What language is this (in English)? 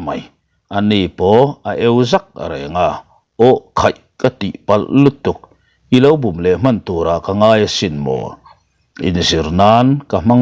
Mizo